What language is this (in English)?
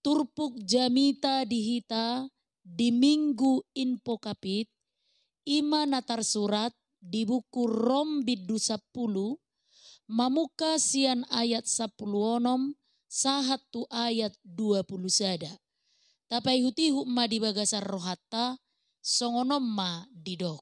Batak Toba